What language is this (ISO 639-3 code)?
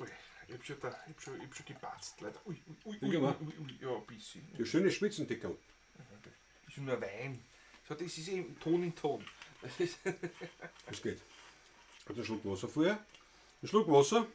bar